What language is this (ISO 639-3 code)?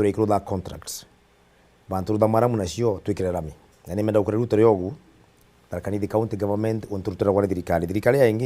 mer